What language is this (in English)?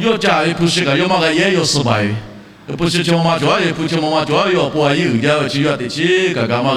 Lahu